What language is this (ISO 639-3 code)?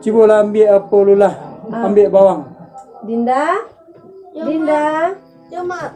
min